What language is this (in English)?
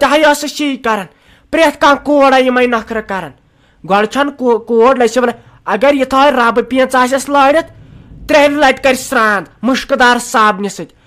Kashmiri